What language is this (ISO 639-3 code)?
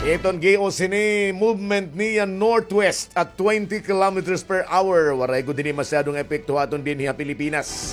war